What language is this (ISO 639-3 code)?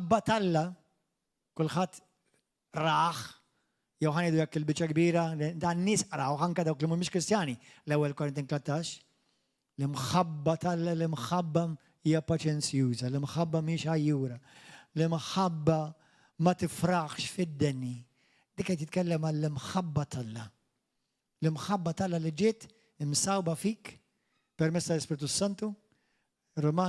mlt